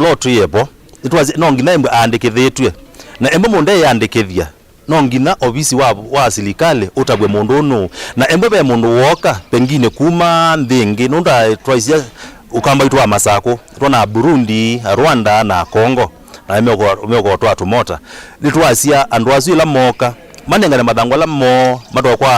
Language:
Kamba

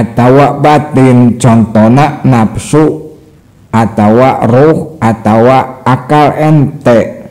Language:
Sundanese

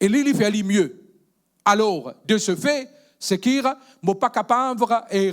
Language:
Morisyen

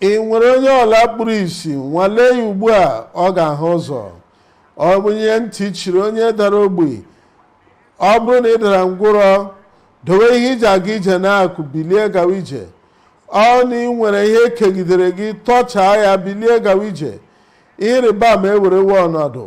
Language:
Igbo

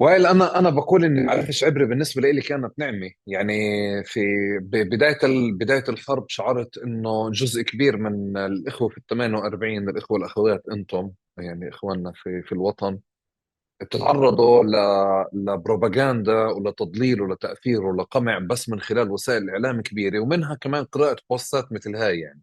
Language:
North Levantine Arabic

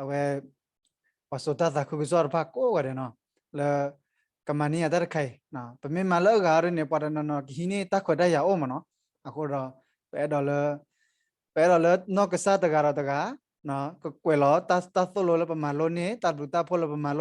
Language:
S'gaw Karen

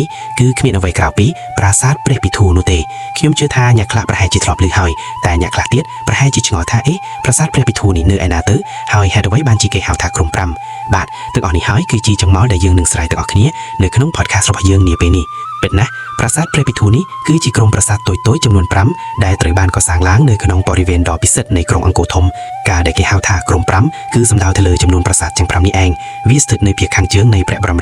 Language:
Khmer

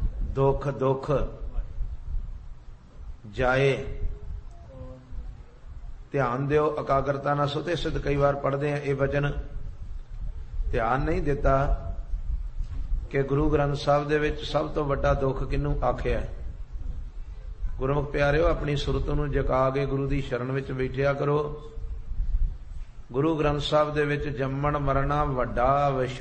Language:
Punjabi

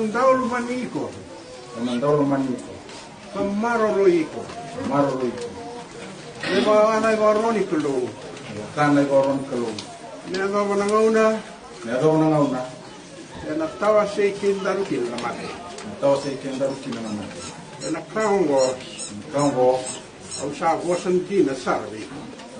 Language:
Fijian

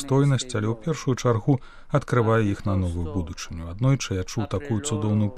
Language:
Belarusian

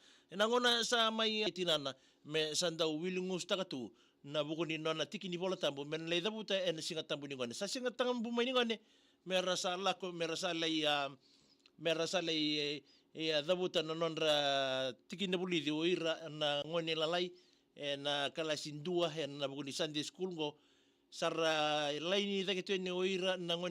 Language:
Fijian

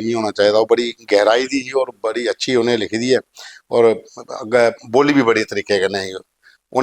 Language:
Dogri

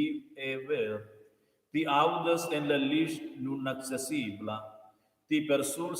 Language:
Romansh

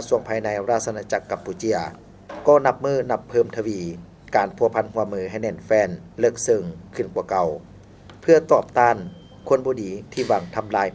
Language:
Lao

